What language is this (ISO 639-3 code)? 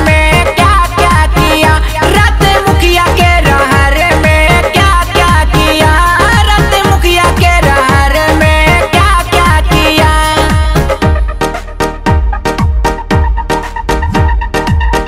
bho